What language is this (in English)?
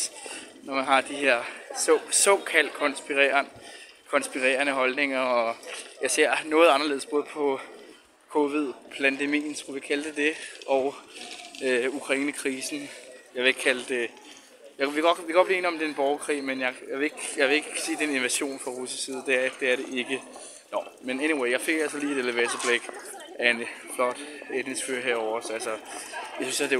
Danish